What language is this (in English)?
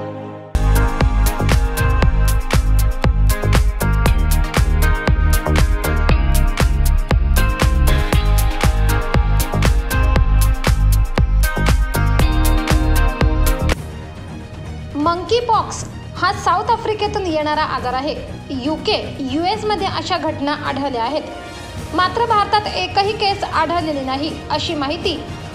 Marathi